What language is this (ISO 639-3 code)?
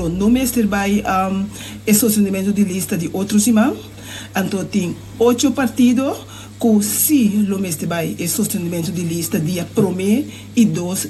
pap